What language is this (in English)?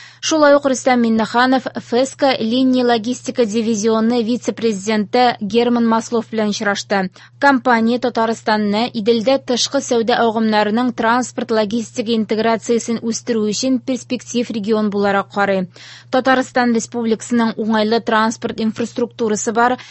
Tatar